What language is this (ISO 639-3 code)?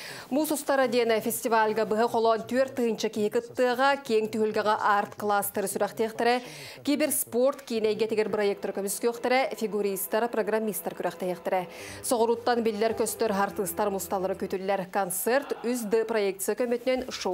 sah